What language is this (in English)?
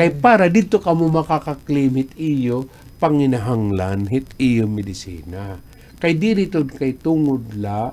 Waray